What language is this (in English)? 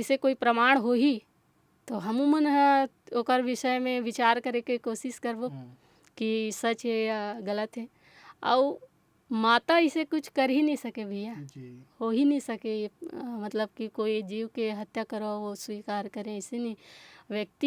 Chhattisgarhi